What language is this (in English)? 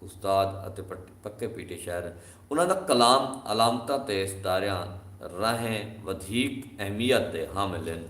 Saraiki